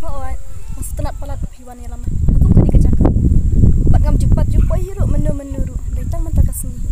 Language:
Khasi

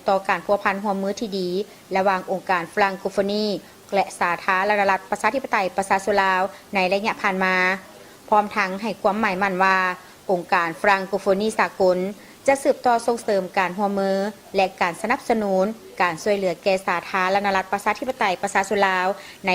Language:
Lao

